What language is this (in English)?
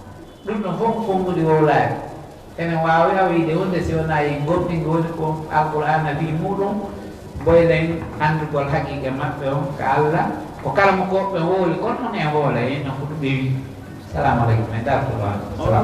Pular